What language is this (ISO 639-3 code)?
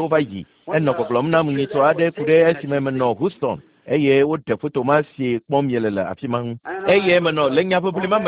ewe